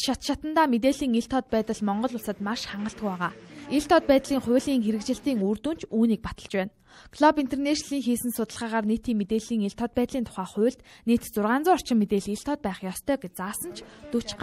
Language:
Mongolian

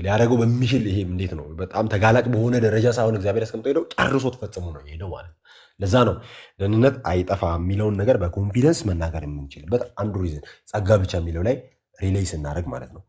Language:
Amharic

